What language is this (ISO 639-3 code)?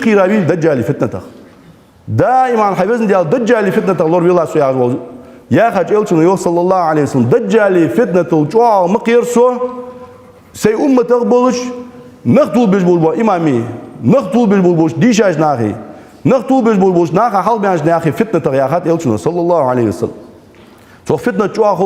inh